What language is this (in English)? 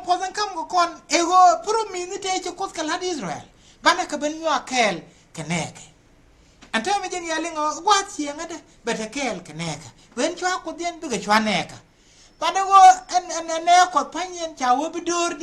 Nuer